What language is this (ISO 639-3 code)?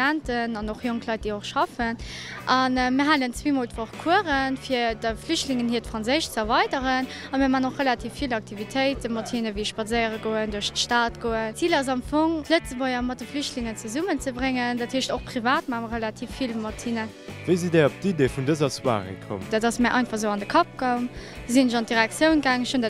ltz